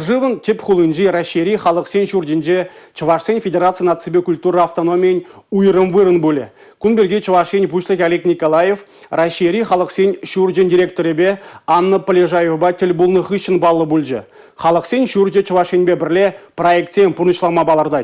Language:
Chuvash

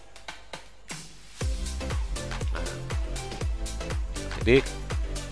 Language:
Indonesian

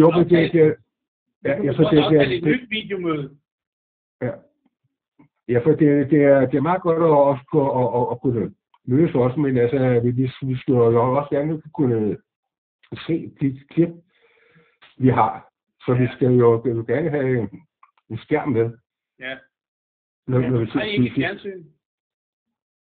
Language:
Danish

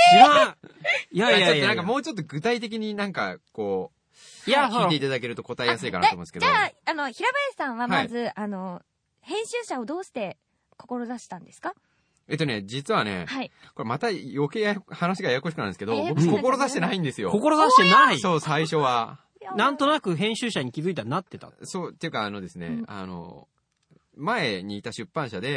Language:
Japanese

